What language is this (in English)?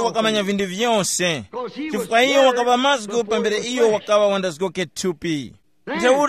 Tumbuka